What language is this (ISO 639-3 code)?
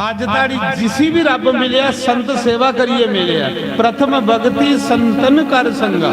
doi